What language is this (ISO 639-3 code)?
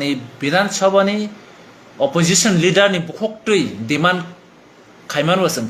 trp